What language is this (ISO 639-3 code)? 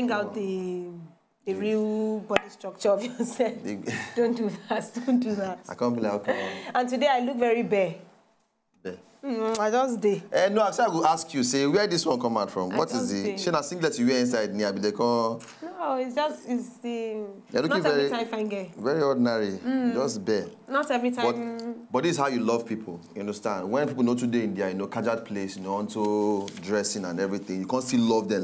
pcm